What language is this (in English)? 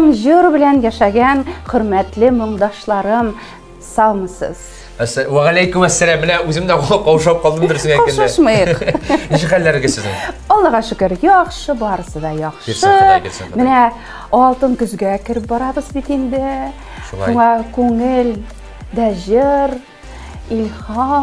Tatar